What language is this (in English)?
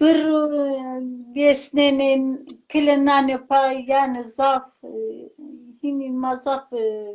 Zaza